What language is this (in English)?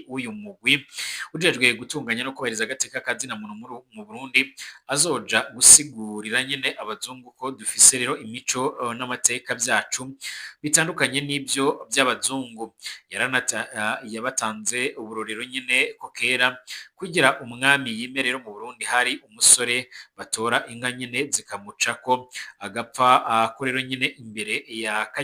Rundi